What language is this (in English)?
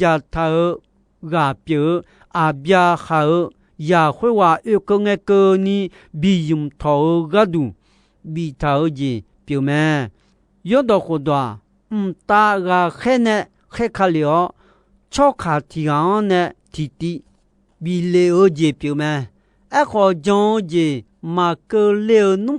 Akha